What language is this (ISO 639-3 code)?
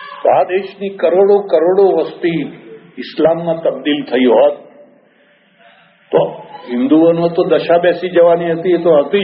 guj